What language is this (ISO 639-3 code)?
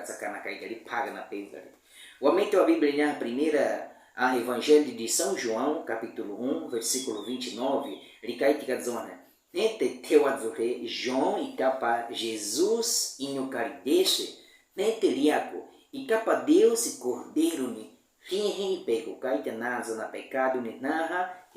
bwi